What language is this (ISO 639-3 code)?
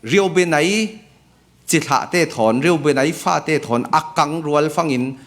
cfm